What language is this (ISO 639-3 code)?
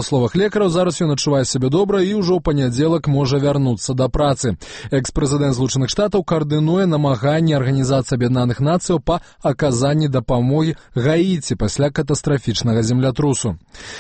bel